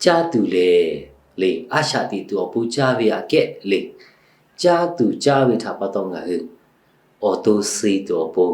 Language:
Lahu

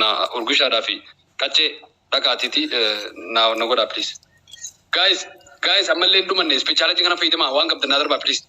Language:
Oromo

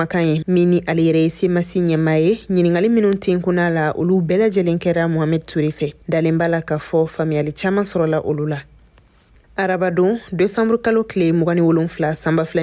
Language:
Bambara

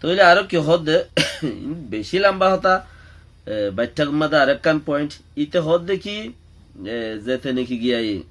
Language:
Rohingya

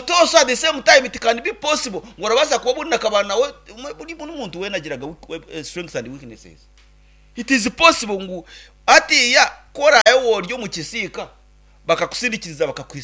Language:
Nyankole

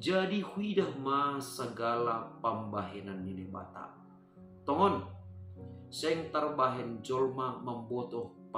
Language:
Batak Simalungun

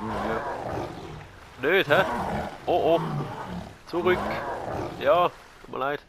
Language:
Swiss German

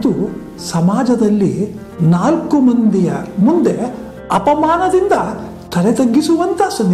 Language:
Kannada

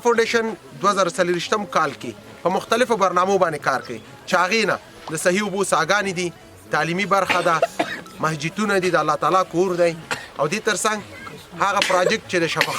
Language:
Pashto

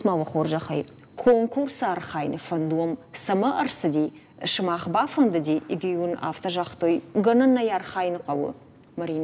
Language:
Ossetic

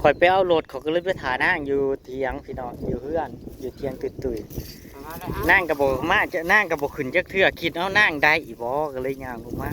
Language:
Northeastern Thai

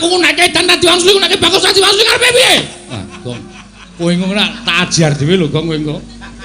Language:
Javanese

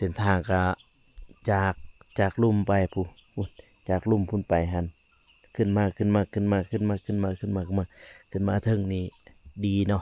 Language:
Lao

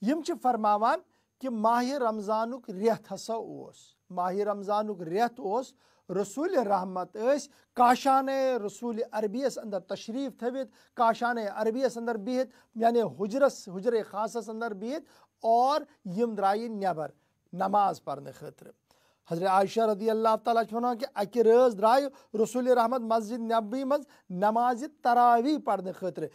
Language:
Kashmiri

